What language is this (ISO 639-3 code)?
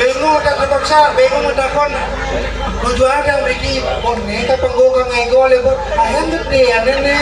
ban